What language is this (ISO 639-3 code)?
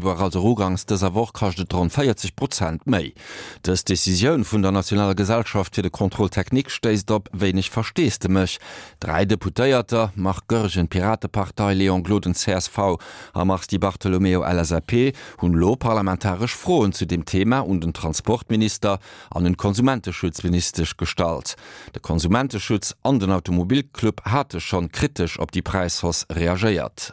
ltz